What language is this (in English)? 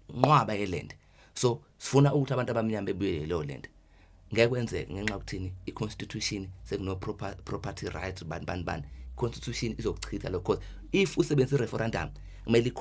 Zulu